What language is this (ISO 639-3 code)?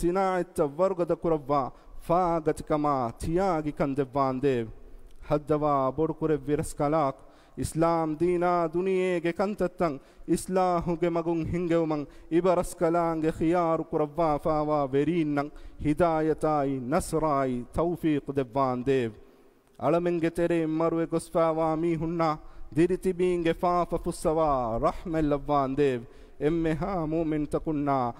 div